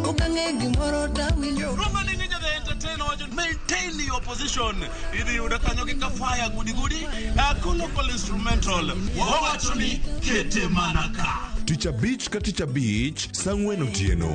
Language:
Luo (Kenya and Tanzania)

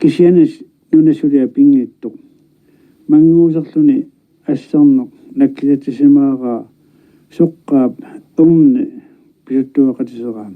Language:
Kalaallisut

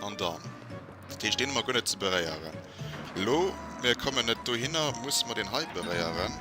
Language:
Luxembourgish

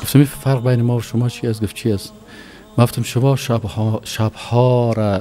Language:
Tajik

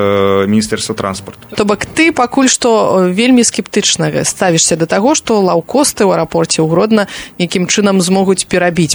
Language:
Belarusian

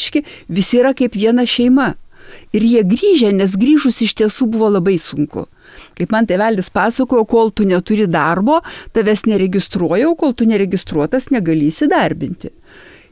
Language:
Lithuanian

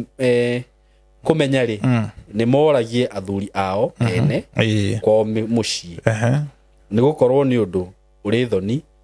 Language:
Kikuyu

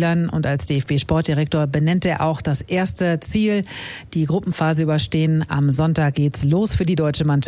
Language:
German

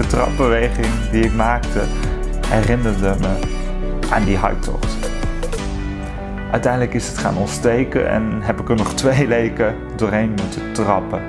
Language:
Dutch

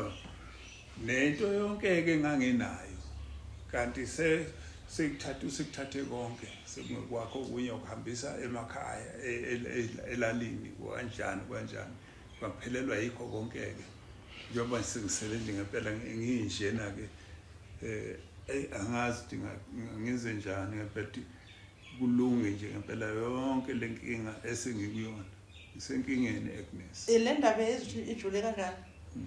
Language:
Zulu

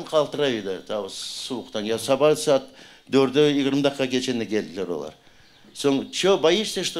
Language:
Crimean Tatar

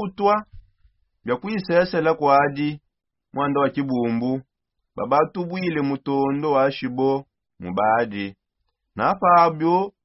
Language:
Songe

